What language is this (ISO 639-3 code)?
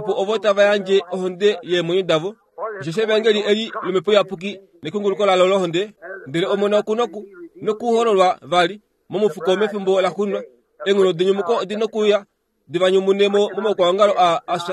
kua